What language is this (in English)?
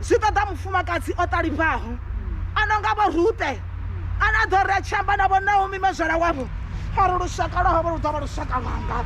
Venda